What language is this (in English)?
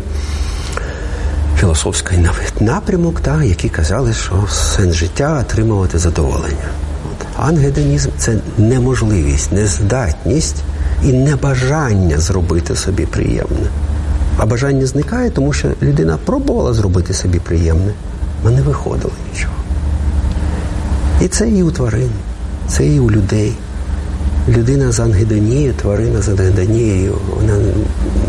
Ukrainian